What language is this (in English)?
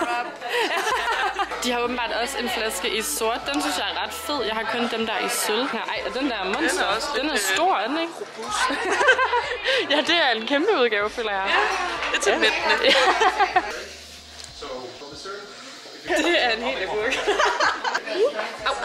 Danish